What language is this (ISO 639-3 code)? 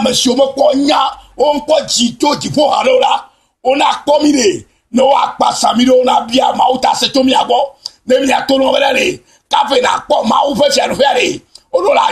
ewe